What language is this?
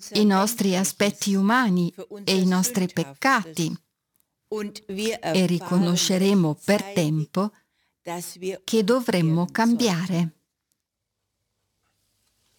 Italian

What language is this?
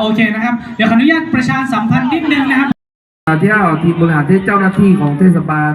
Hmong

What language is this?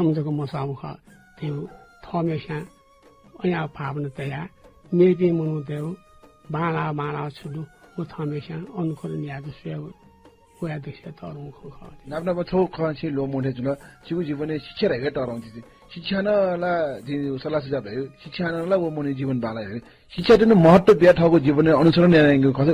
Newari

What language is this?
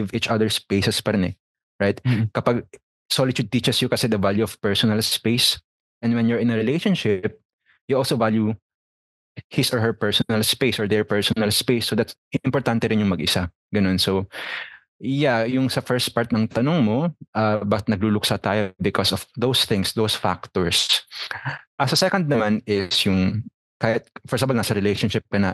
Filipino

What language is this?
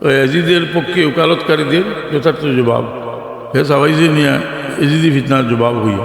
Sylheti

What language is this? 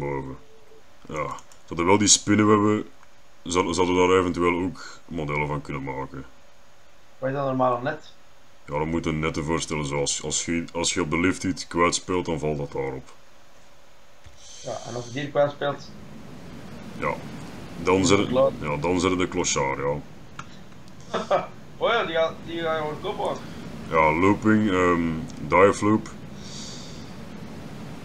Dutch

